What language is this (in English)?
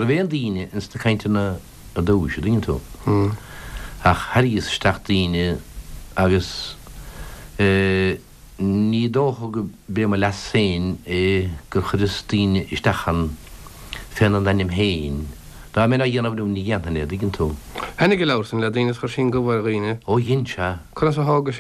Irish